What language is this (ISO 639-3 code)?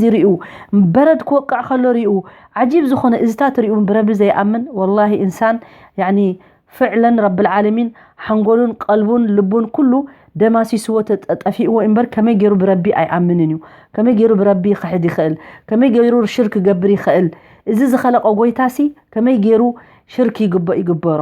tir